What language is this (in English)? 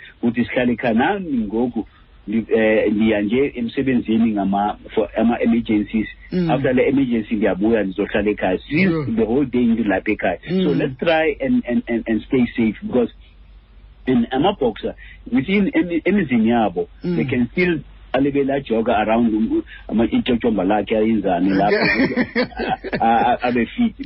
Xhosa